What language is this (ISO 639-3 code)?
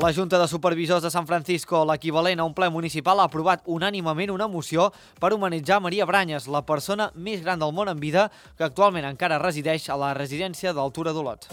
cat